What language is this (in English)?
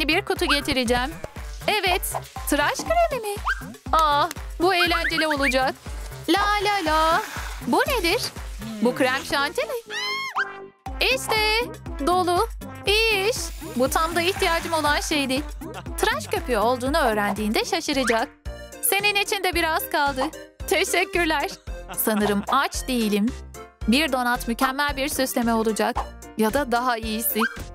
Turkish